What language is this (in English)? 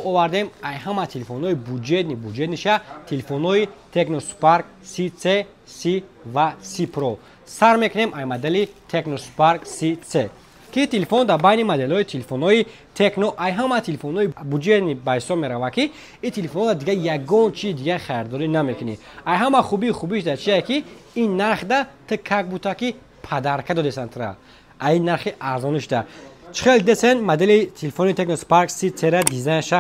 Tajik